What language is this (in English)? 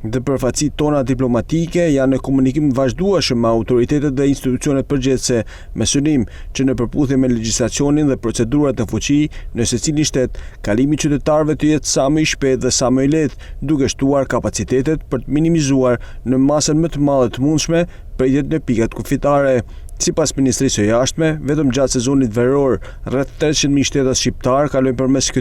Albanian